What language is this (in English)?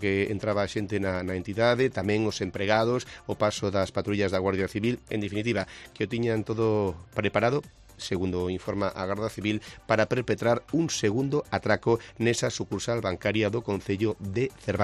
Galician